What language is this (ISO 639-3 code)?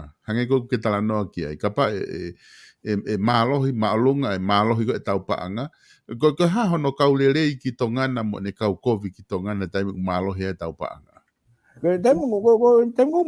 ton